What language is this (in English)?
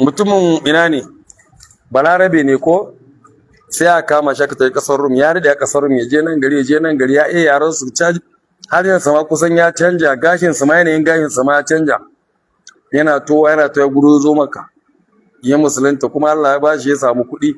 Hausa